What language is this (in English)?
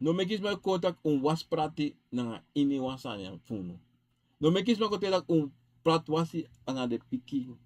Sranan Tongo